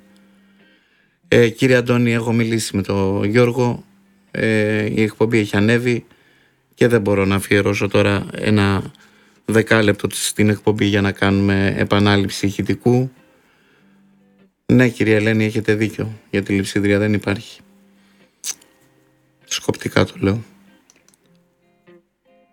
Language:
Greek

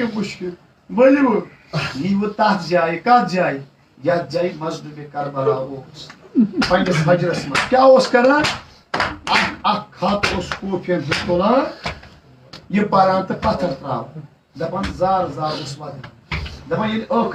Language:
Kashmiri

